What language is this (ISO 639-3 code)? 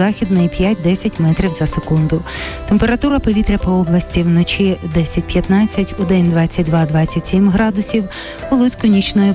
ukr